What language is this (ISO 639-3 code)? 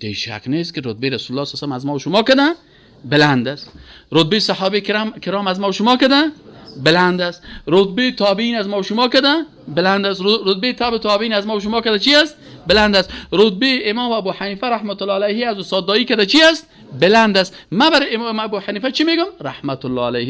fas